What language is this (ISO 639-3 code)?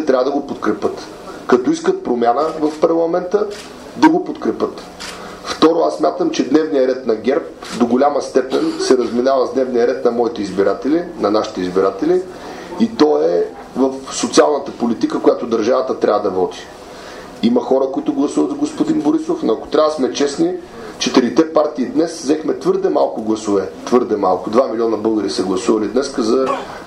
bul